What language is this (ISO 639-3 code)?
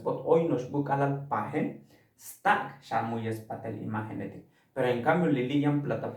tzo